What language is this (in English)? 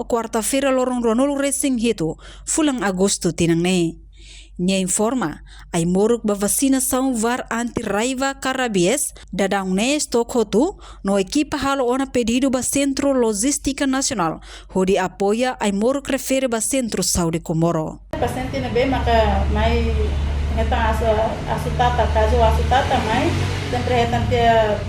Tetum